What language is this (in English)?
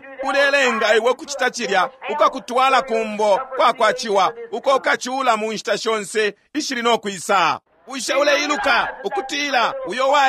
Bemba